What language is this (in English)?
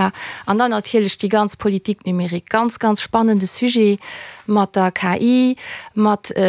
Luxembourgish